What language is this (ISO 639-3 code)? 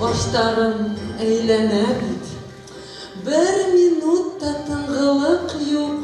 bak